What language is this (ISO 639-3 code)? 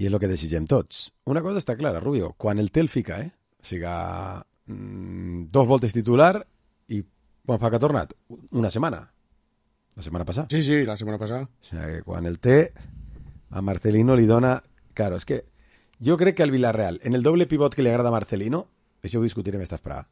cat